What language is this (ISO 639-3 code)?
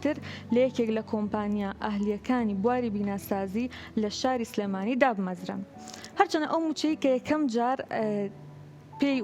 ckb